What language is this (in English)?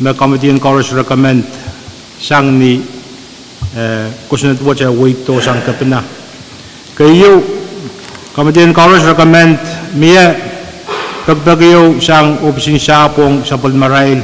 Pohnpeian